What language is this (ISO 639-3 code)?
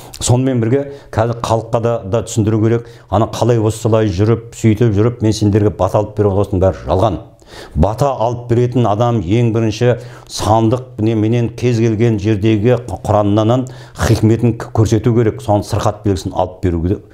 kaz